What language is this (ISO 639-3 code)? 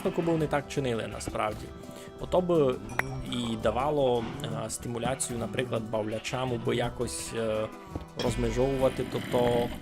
rue